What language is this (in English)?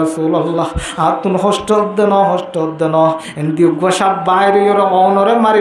Rohingya